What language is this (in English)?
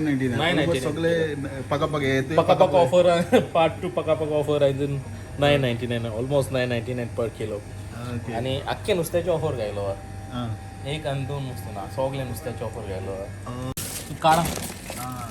Konkani